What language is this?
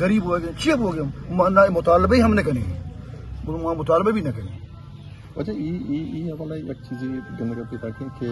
Eastern Balochi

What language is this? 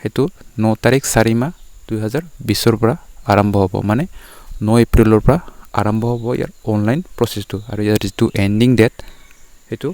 Assamese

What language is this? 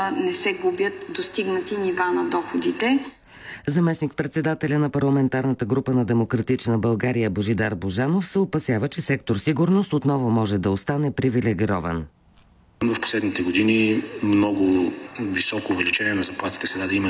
Bulgarian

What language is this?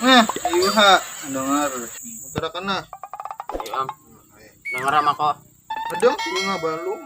Banjar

